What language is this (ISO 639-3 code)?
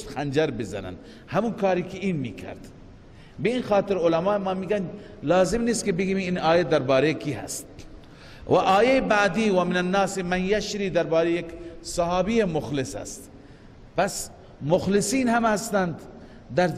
fas